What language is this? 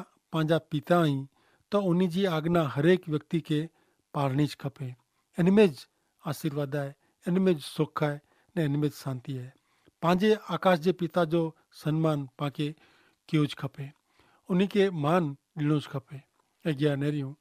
Kachhi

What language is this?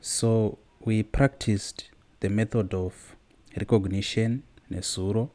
Shona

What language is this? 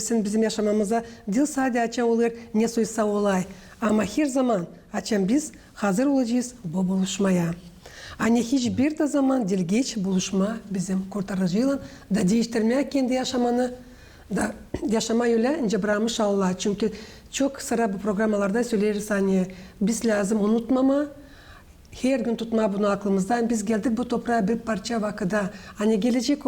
Gagauz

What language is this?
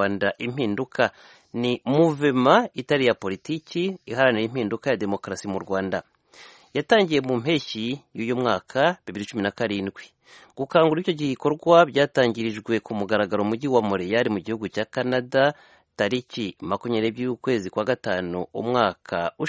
Kinyarwanda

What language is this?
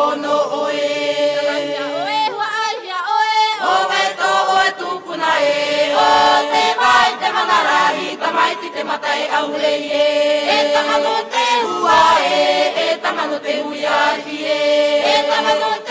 Tahitian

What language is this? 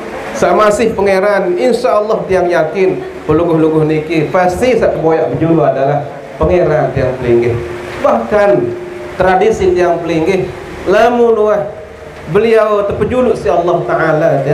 Sasak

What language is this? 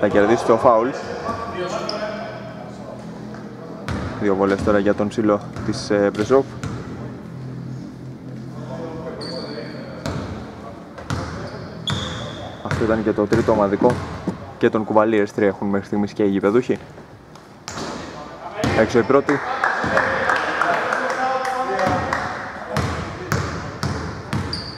Greek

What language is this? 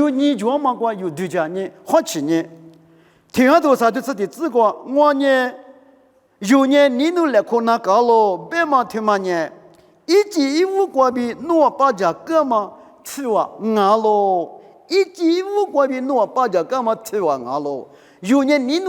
Lisu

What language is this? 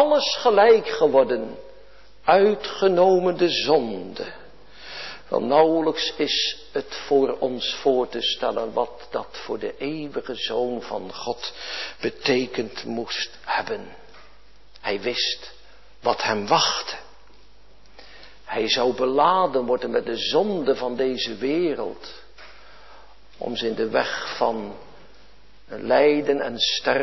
Dutch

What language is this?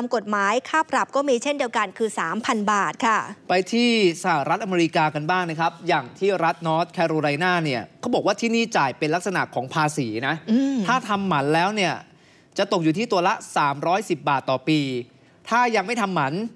Thai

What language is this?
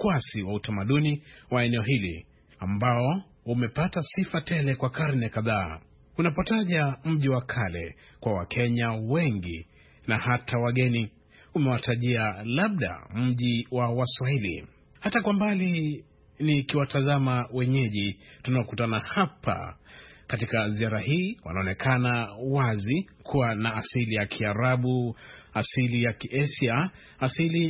Swahili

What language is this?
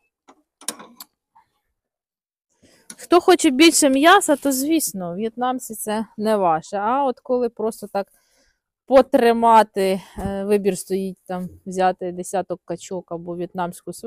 Ukrainian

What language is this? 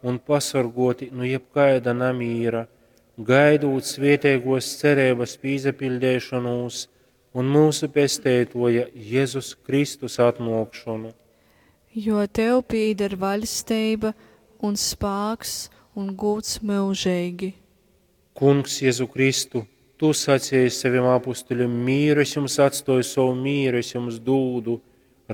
Latgalian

